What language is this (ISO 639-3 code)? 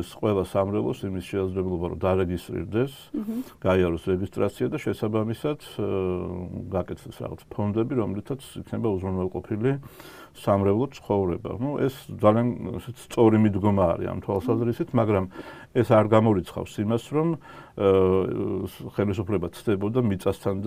kat